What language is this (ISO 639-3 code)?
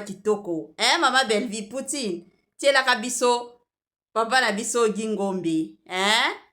lin